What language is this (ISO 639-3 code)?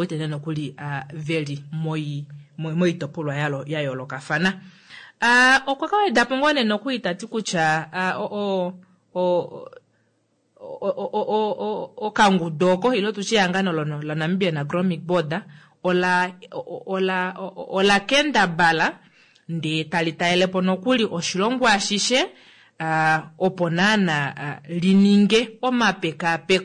kua